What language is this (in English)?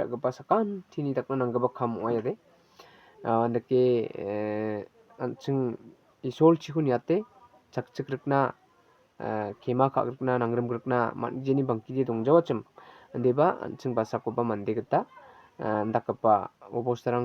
Garo